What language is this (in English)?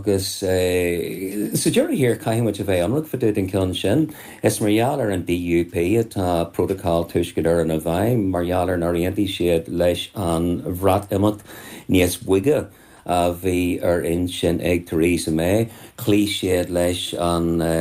Irish